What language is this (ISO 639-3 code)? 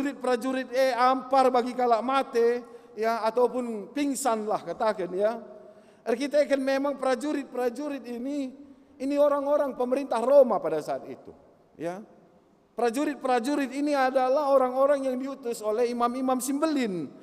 btx